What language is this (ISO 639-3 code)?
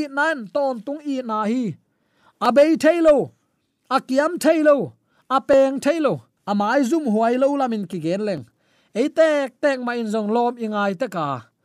ctd